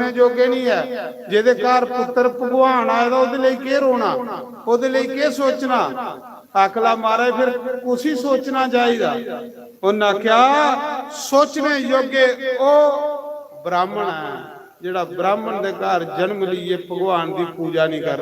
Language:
Dogri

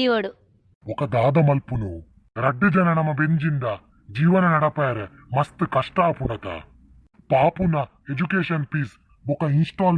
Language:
Tulu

